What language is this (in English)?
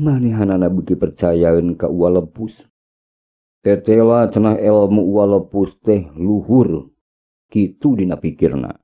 Sundanese